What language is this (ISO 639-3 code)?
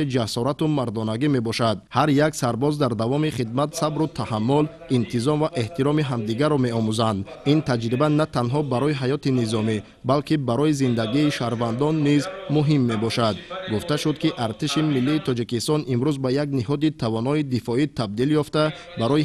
tgk